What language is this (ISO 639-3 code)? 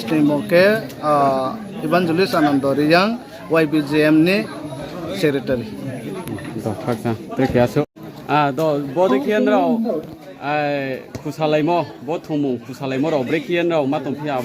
ria